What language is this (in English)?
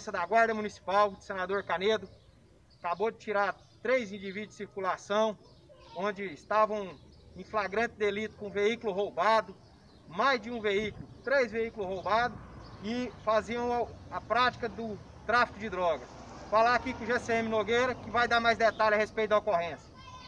Portuguese